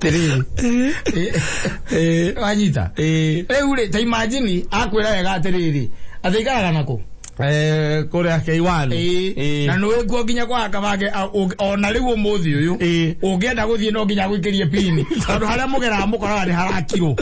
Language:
Kikuyu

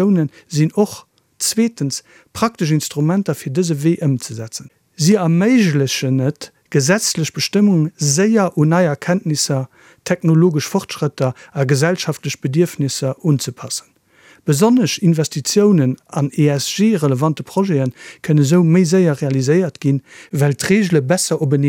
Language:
Luxembourgish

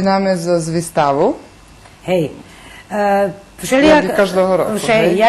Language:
Rusyn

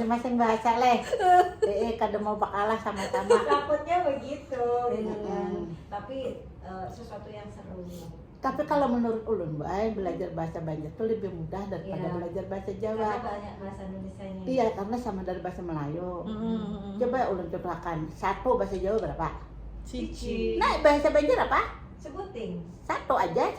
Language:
Banjar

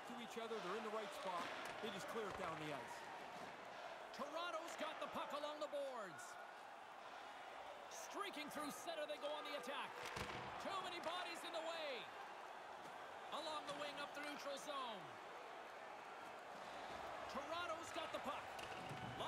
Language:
English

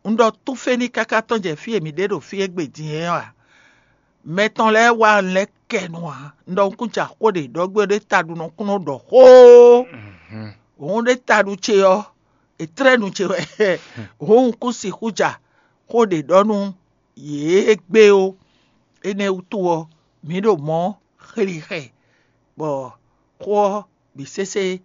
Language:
Fon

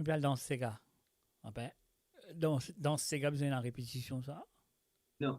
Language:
Morisyen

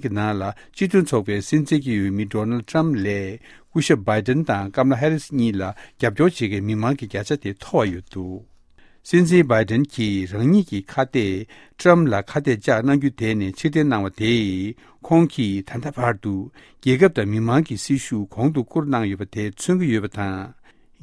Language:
Tibetan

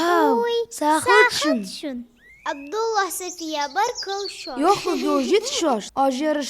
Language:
Ingush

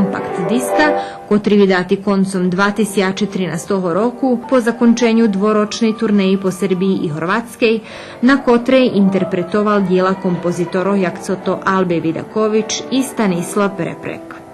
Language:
Rusyn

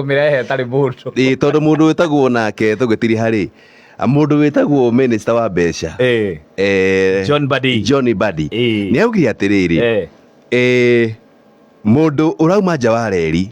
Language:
Kikuyu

